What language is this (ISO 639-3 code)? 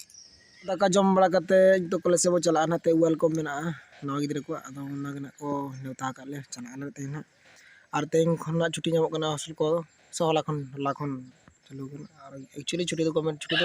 sat